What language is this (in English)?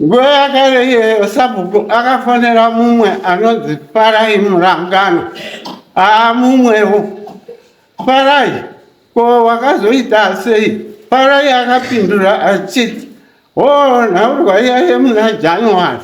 Shona